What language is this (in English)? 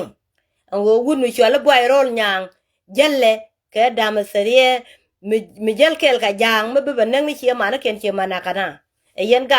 Nuer